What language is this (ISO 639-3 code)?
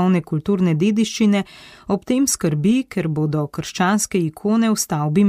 slv